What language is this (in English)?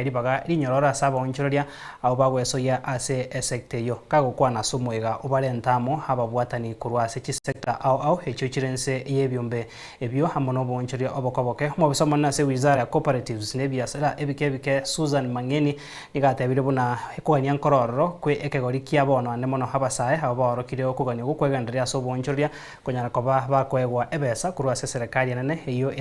Gusii